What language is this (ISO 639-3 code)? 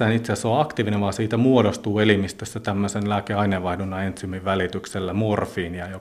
fin